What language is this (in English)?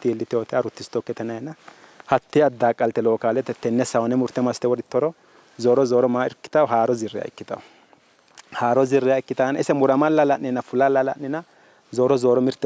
Sidamo